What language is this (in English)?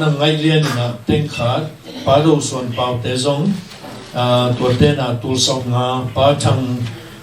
Tedim Chin